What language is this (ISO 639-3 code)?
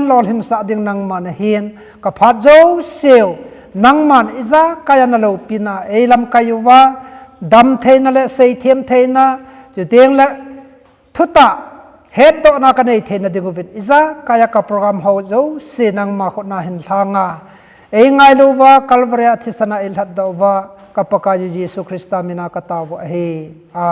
tcz